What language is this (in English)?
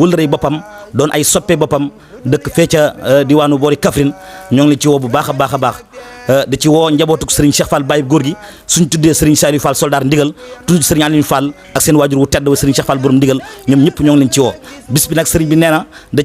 Wolof